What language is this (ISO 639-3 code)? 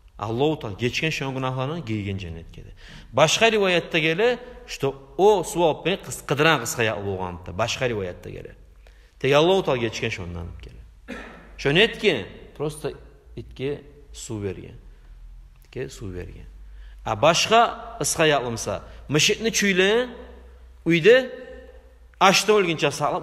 kum